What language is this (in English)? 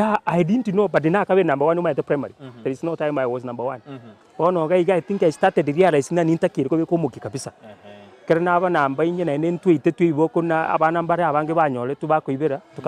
Gusii